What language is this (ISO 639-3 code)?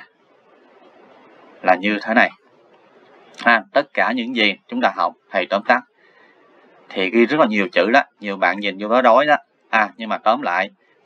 vie